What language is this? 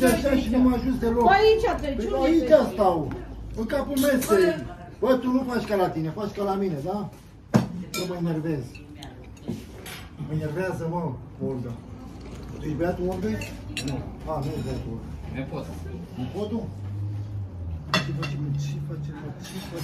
Romanian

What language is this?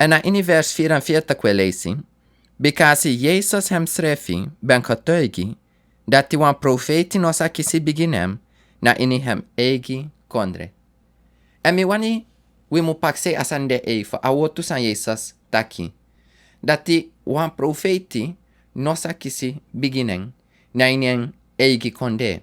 Sranan Tongo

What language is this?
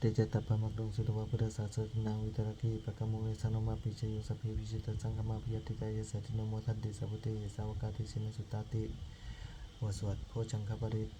Pali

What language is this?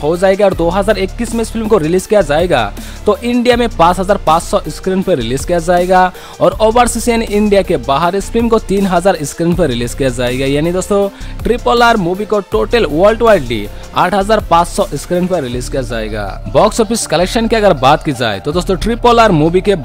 Hindi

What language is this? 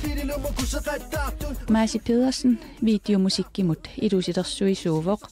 Kalaallisut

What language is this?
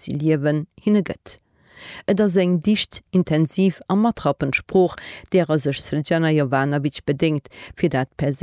Luxembourgish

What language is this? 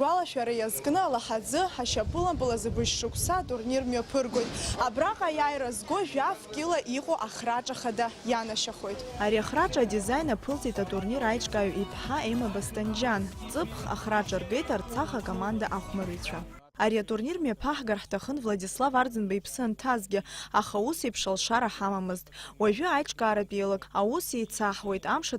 Abkhazian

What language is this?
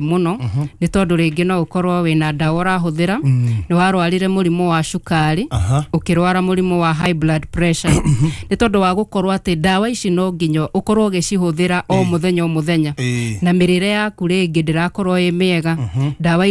Kikuyu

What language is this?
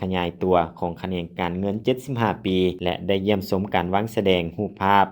Lao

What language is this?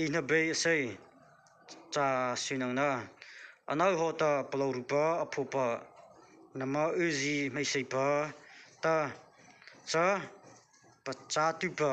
Mara Chin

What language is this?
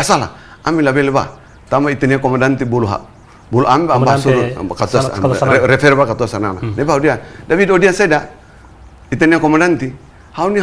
Tetum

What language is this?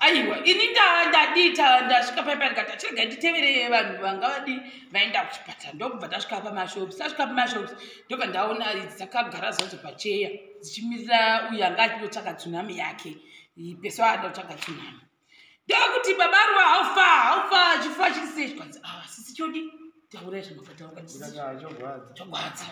Shona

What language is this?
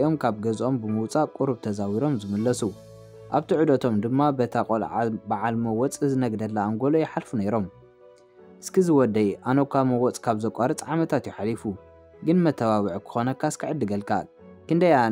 Tigrinya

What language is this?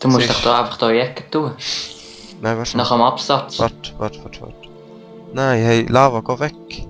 Swiss German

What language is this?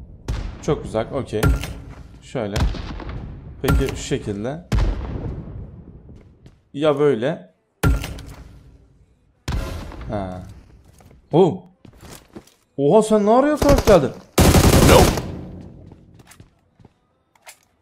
Turkish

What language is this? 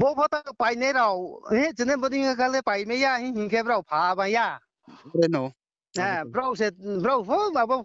Riang (India)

